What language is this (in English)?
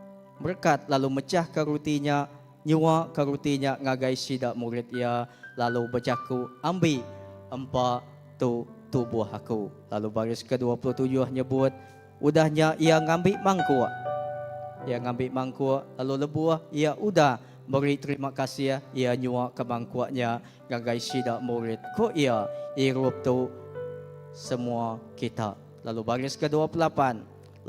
Iban